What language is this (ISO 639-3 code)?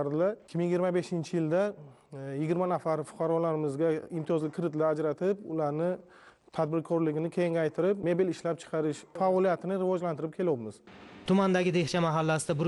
uzb